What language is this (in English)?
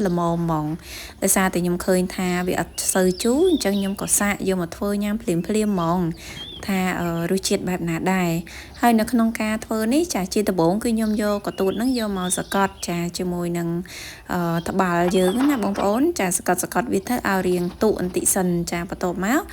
Khmer